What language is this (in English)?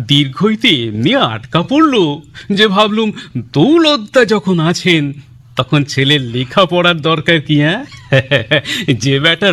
Bangla